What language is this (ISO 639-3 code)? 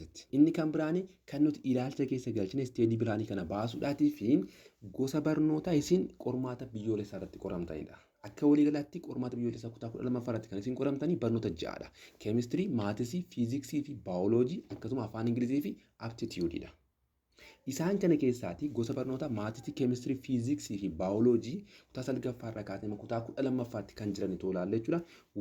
orm